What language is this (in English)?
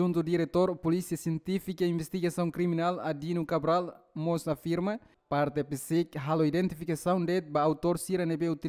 Tetum